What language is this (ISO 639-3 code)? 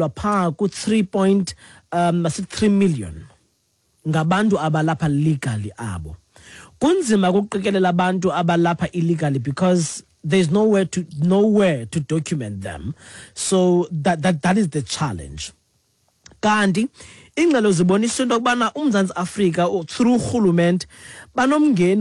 xho